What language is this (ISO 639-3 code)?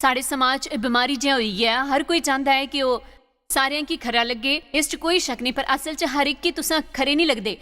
doi